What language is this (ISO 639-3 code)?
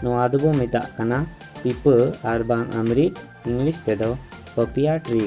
sat